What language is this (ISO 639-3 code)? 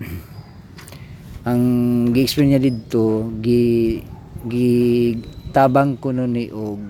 ceb